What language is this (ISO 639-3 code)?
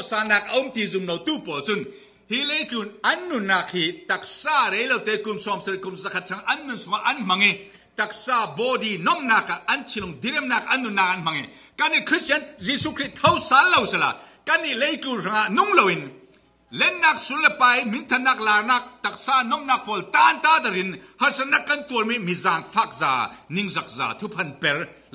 cfm